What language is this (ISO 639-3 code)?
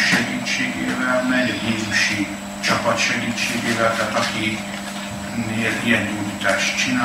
hun